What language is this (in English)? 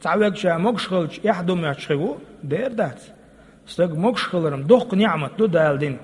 Chechen